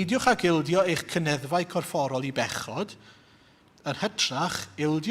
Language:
Welsh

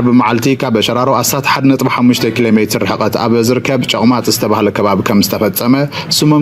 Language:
Tigrinya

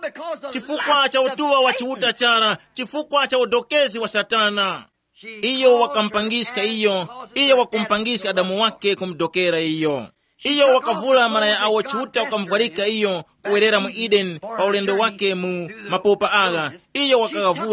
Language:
Tumbuka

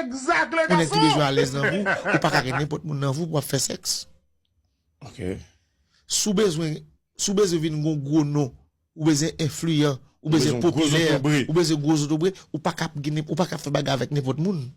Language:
Haitian Creole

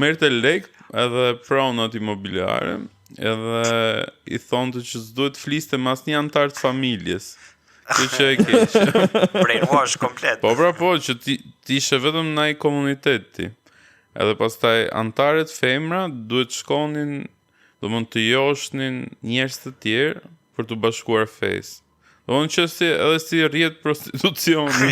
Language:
Albanian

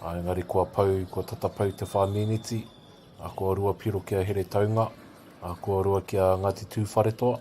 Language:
Māori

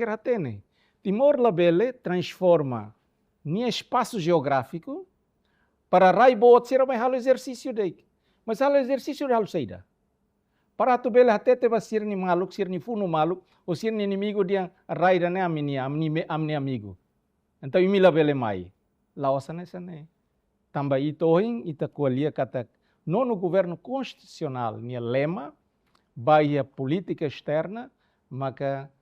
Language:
Tetum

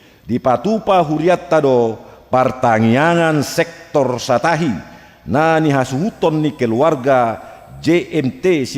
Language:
Batak Toba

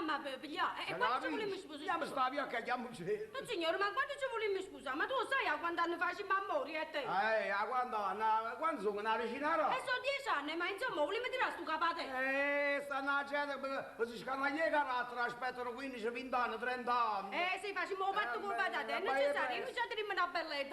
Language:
Neapolitan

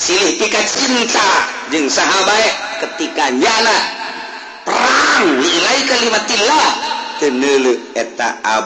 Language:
Sundanese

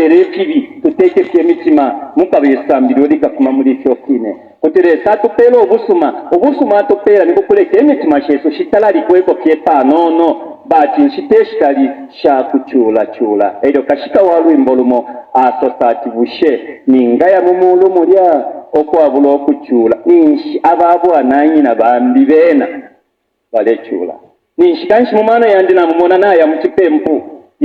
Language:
Bemba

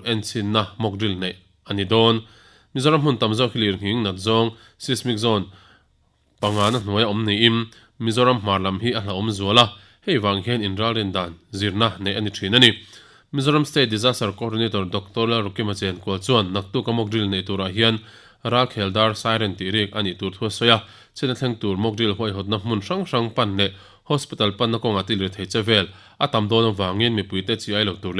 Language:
Mizo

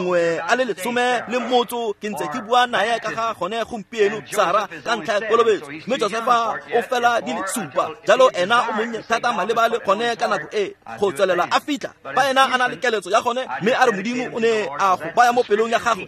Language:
Tswana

